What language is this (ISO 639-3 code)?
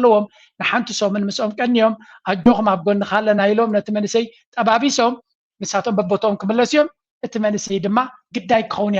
tir